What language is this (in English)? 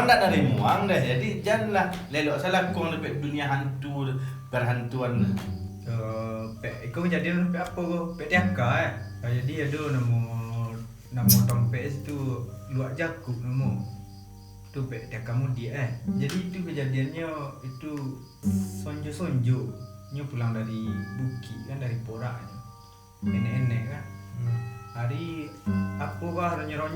Minangkabau